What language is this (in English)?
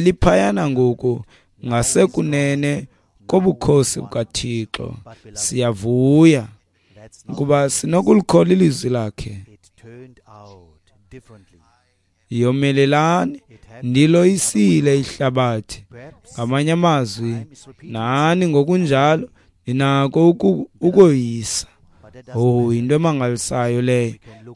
Xhosa